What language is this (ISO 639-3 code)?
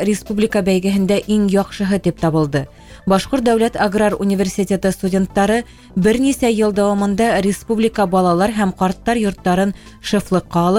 bak